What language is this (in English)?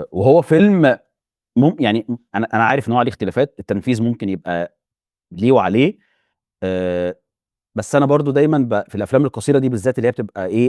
Egyptian Arabic